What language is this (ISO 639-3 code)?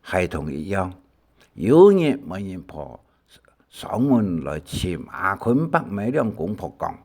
hak